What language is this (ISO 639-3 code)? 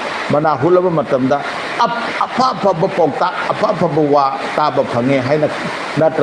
mni